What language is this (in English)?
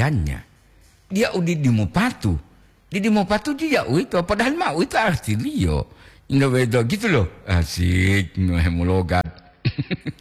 Gorontalo